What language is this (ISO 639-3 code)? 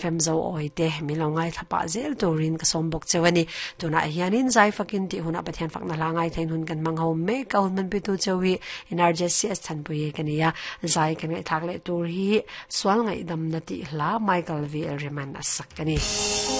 lus